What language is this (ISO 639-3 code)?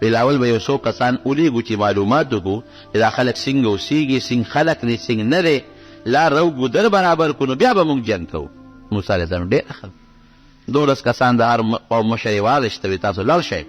pus